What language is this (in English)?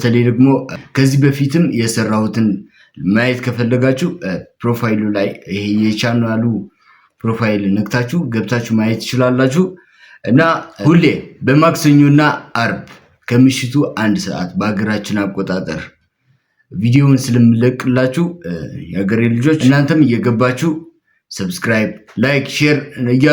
Amharic